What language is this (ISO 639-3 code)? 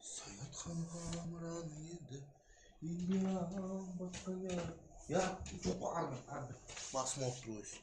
kaa